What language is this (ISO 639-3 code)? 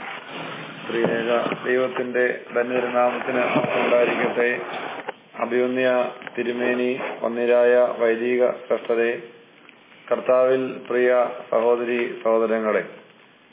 mal